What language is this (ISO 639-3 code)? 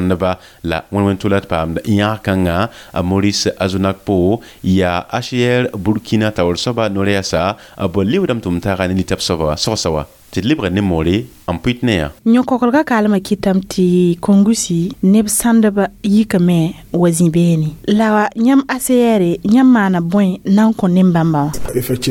mos